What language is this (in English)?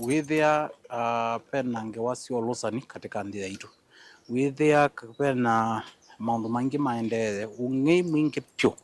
Kamba